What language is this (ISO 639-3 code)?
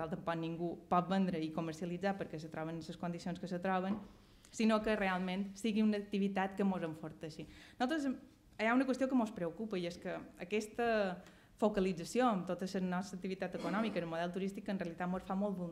cat